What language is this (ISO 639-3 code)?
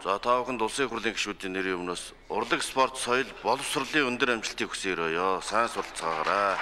mon